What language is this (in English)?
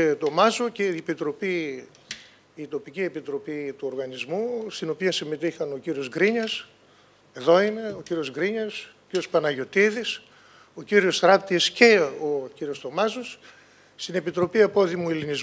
Greek